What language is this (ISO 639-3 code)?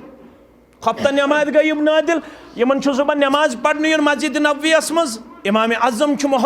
kas